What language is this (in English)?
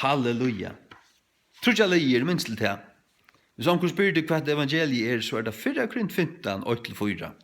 Faroese